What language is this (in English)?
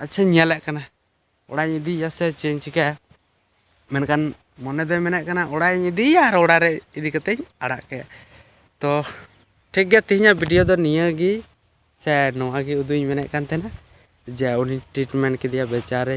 Santali